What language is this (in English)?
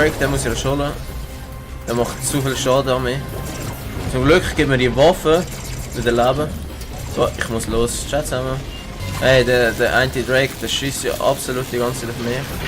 Swiss German